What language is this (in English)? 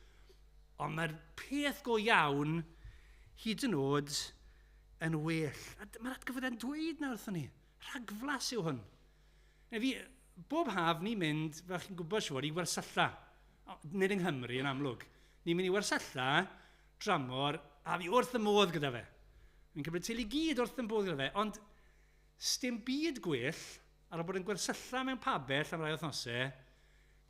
Welsh